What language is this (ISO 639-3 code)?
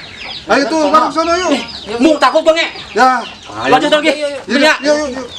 bew